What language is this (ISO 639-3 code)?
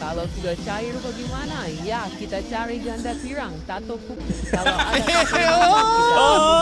xmm